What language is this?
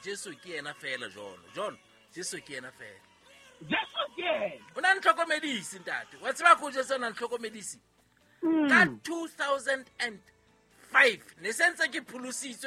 Southern Sotho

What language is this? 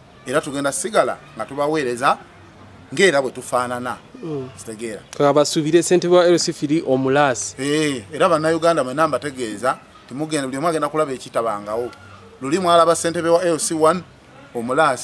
Ganda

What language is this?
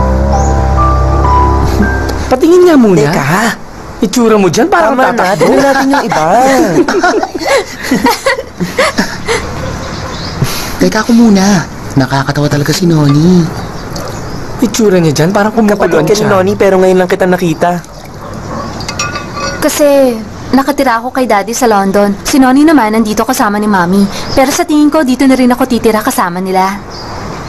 Filipino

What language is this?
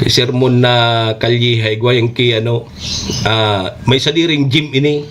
Bikol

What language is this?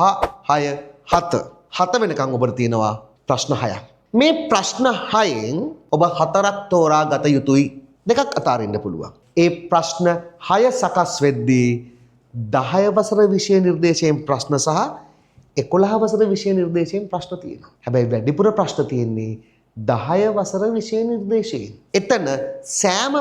Sinhala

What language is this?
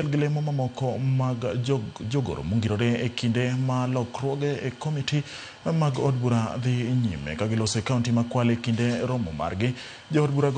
Luo (Kenya and Tanzania)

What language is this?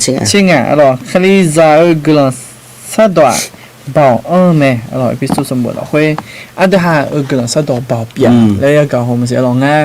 Akha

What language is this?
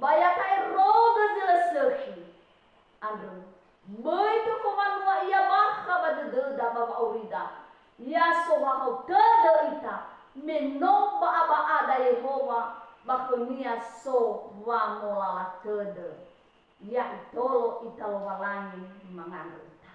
Nias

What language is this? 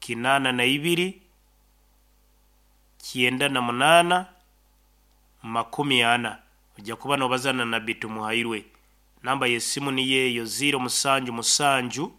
Nyoro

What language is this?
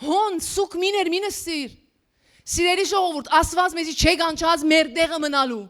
Western Armenian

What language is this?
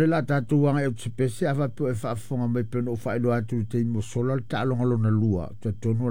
Samoan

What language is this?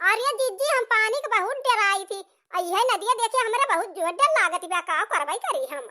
Awadhi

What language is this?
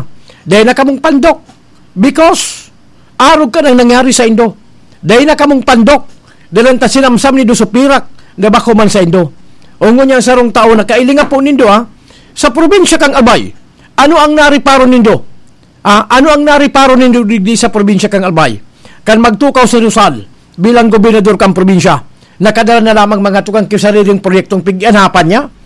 Bikol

